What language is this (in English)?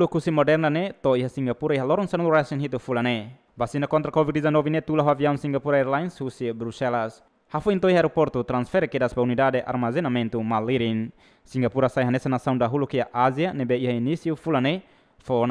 Tetum